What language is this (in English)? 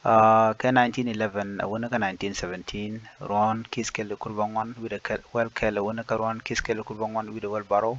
Nuer